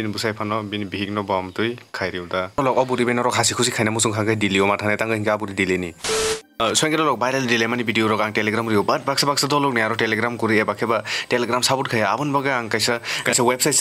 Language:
Kok Borok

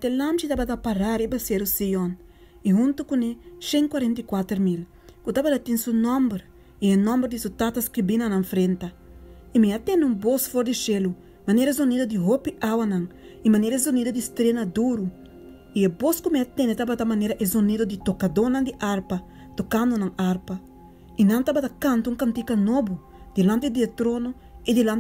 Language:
Papiamento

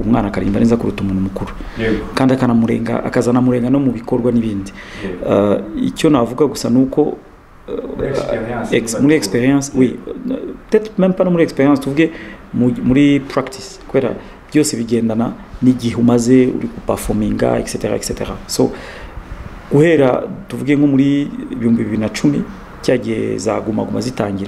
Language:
Kinyarwanda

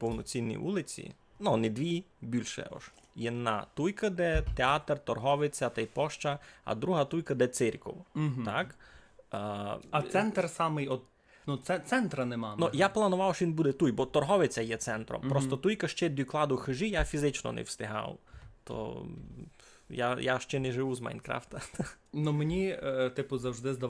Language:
Rusyn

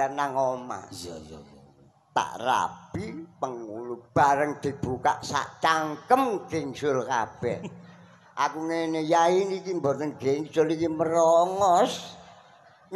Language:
Javanese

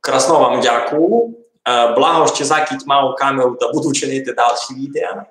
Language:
Rusyn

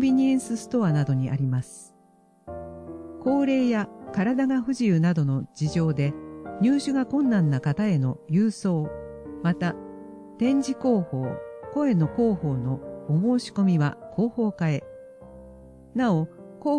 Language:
Japanese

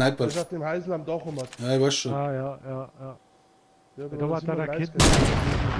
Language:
Bavarian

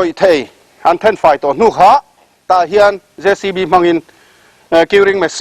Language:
Mizo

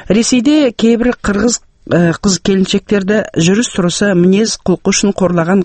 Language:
Kazakh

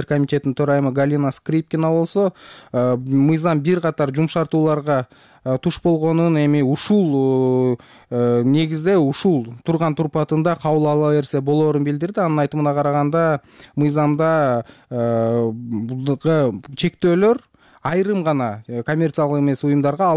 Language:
Kyrgyz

